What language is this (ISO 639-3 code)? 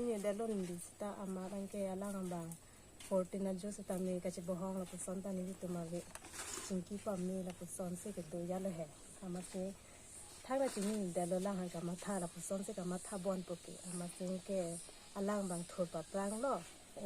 mjw